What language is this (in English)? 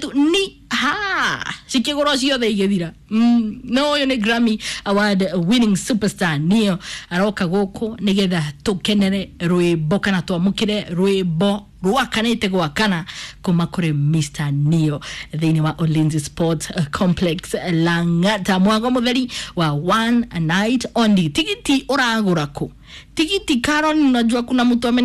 Kikuyu